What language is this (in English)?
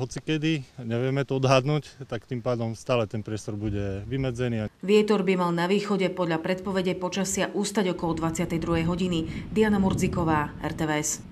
Slovak